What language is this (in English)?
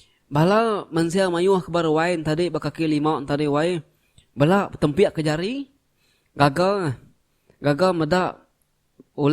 Iban